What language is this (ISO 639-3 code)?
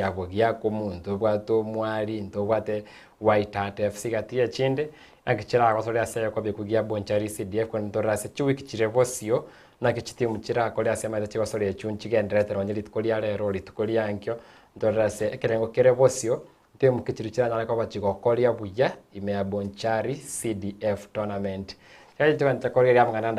guz